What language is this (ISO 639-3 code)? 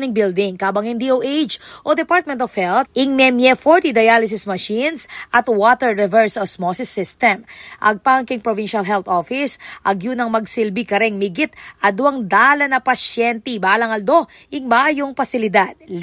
pam